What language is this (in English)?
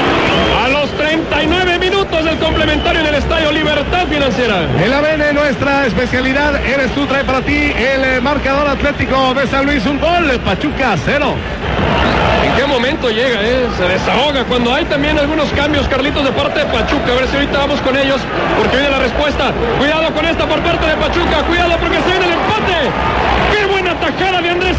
Spanish